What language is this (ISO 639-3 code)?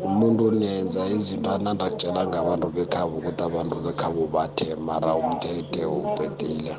nbl